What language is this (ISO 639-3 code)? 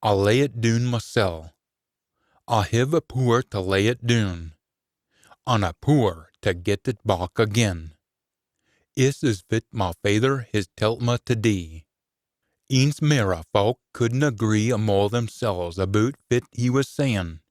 sco